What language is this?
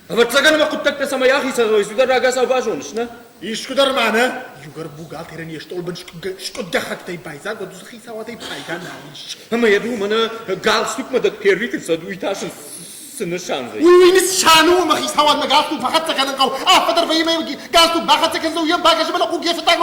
Ossetic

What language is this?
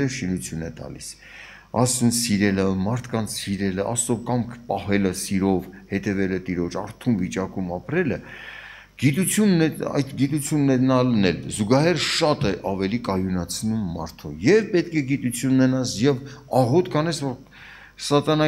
Armenian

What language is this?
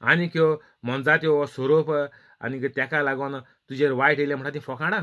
Konkani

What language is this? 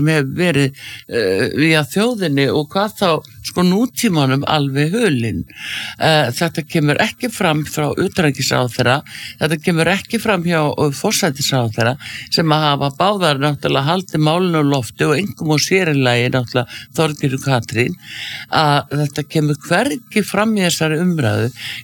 Icelandic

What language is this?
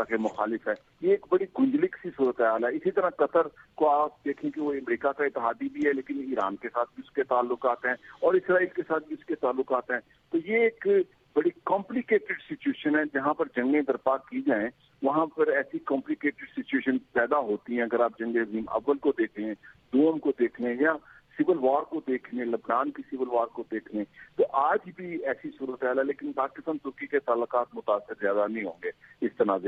Urdu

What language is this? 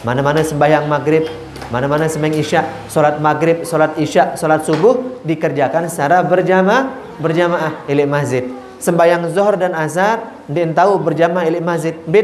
Sasak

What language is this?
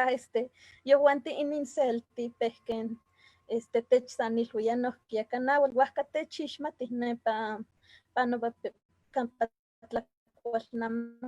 Eastern Huasteca Nahuatl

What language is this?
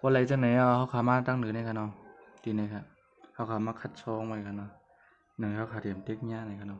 Shan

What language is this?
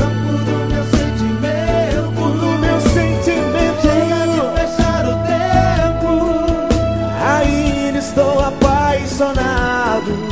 Portuguese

